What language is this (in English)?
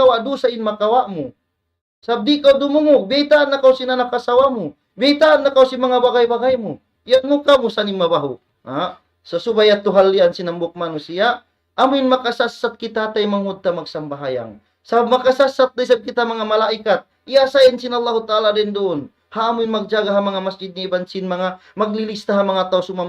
Tausug